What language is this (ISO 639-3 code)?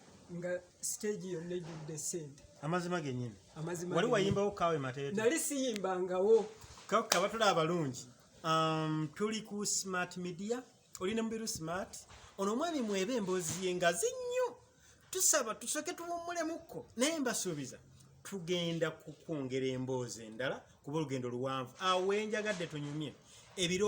lug